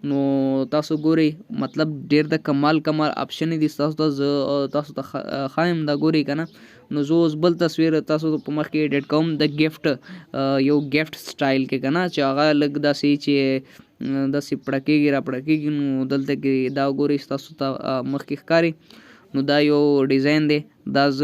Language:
Pashto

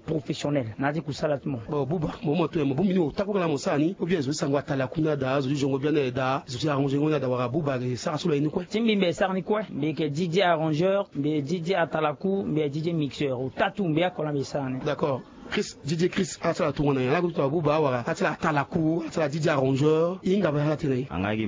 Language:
Sango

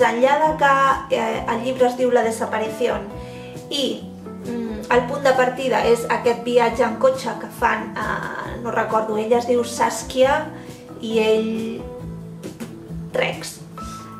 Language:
Catalan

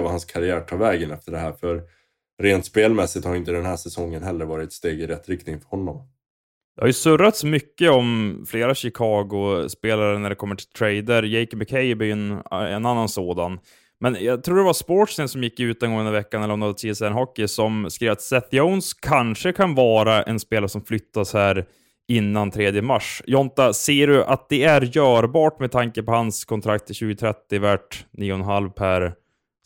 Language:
Swedish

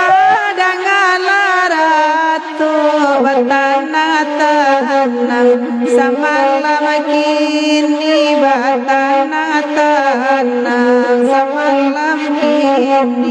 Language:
Minangkabau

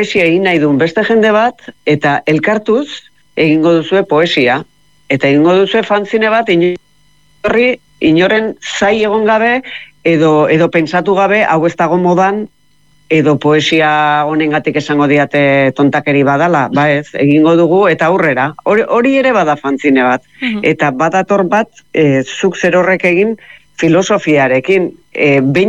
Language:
Basque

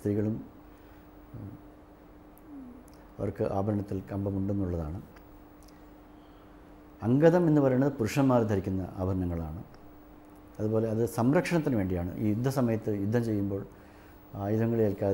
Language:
Malayalam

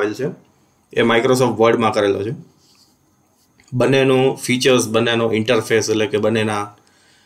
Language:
Gujarati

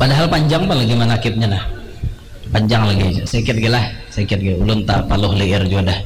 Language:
Banjar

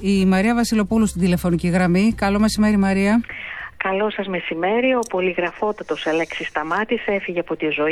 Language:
Greek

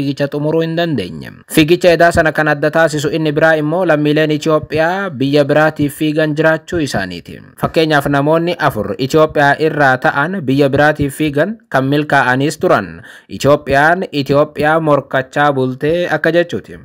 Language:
Oromo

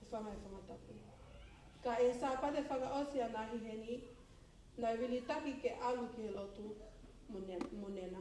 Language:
Tongan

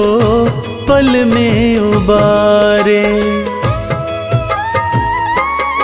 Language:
Hindi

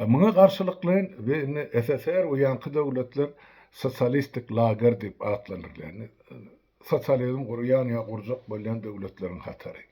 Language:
Turkmen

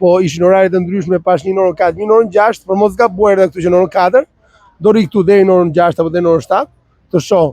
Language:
Albanian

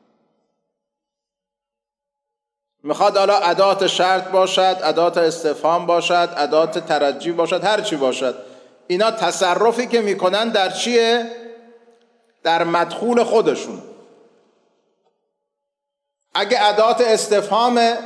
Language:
Persian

